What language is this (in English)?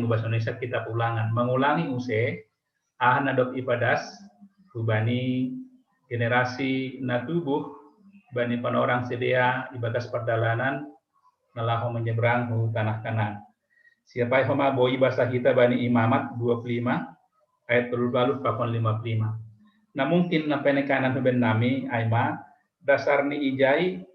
Batak Simalungun